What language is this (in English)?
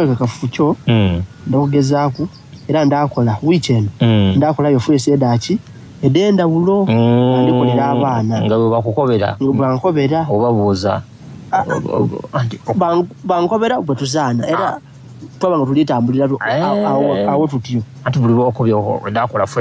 Soga